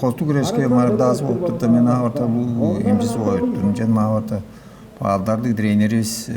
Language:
Tuvinian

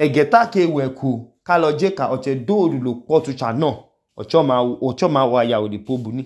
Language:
Idoma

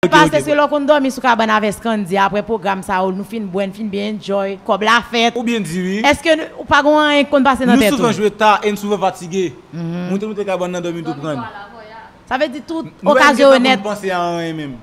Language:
Haitian Creole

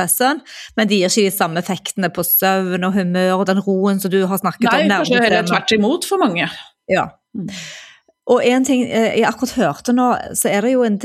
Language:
Norwegian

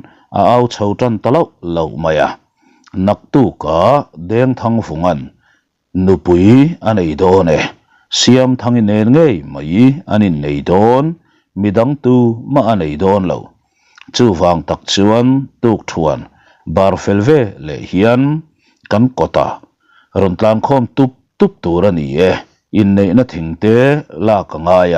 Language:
Mizo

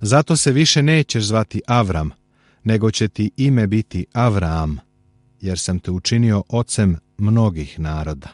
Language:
Serbian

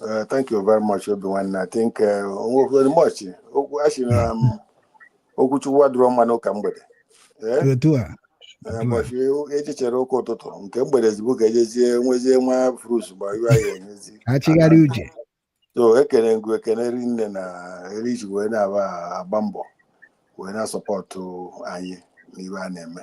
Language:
Igbo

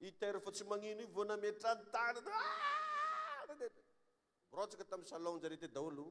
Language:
Malagasy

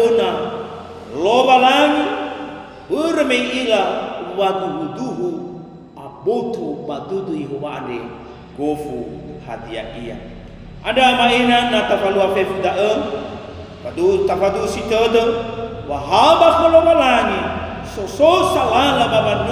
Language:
Nias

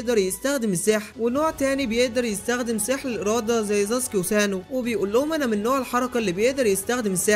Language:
Egyptian Arabic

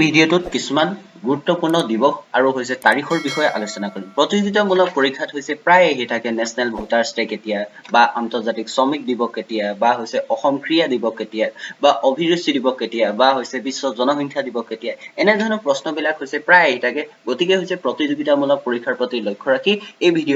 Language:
Assamese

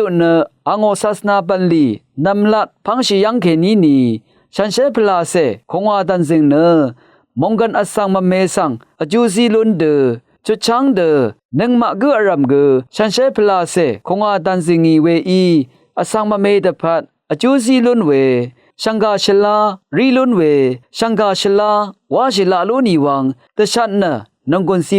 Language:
Rawang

